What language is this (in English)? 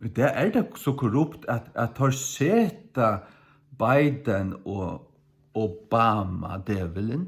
Faroese